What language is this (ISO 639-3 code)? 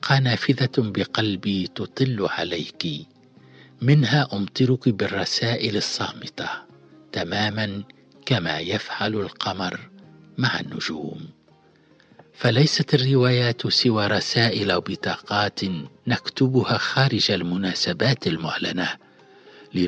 aeb